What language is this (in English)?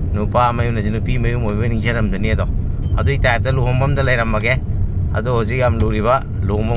Manipuri